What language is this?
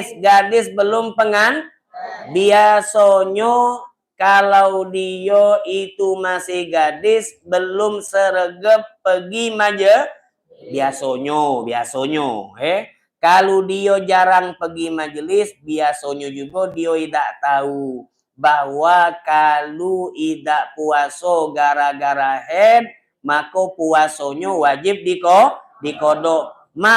Musi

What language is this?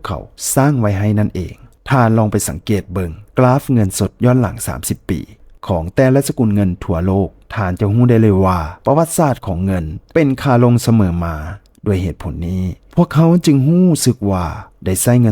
Lao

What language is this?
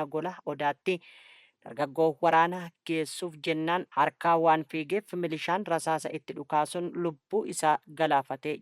Oromo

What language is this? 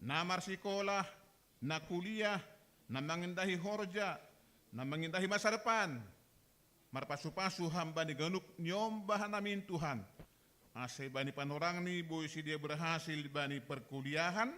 Batak Simalungun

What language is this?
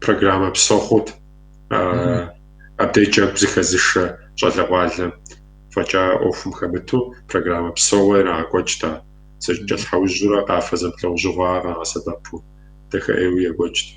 Kabardian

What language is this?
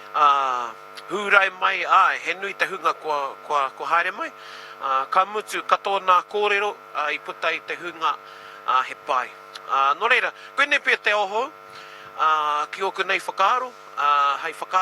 Māori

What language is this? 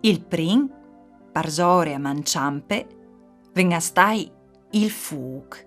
Friulian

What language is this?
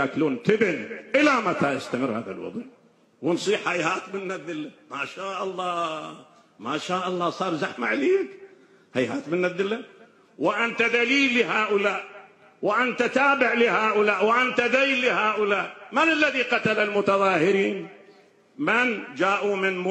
Mesopotamian Arabic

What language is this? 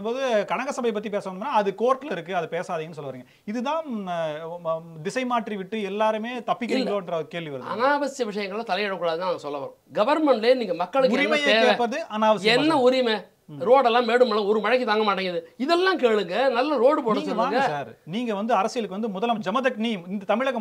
Tamil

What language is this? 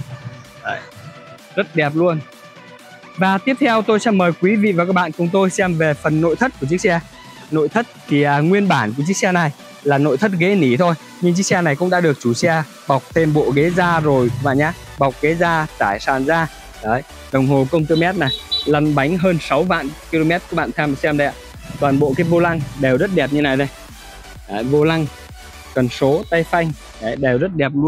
Vietnamese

